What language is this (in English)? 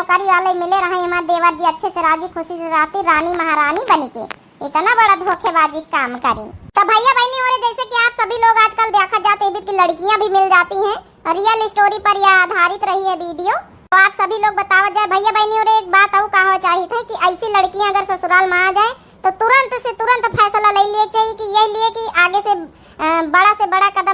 Awadhi